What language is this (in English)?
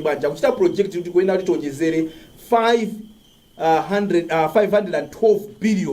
Nyanja